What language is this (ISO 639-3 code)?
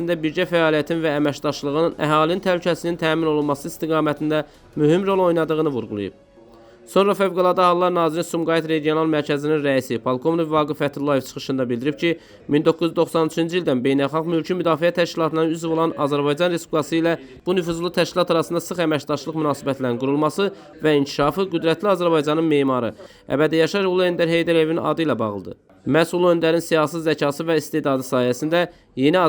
aze